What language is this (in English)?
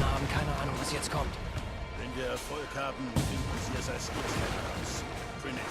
Swiss German